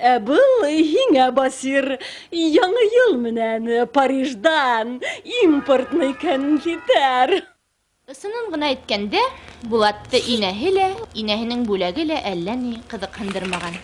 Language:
Bashkir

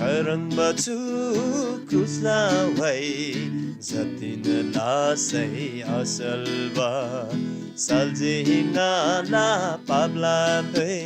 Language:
Eastern Tamang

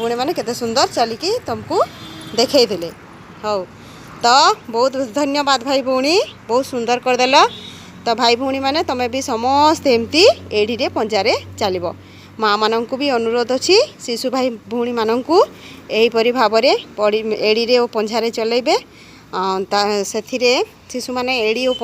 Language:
Odia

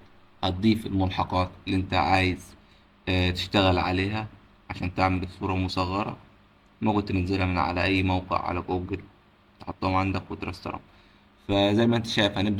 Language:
Egyptian Arabic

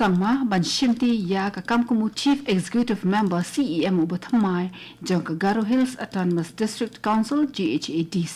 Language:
Khasi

